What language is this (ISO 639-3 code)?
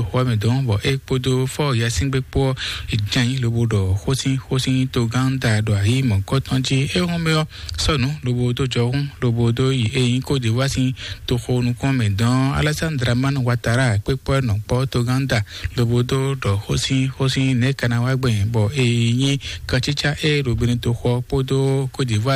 fon